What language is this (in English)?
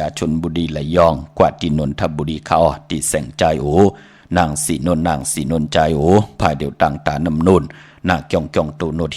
Shan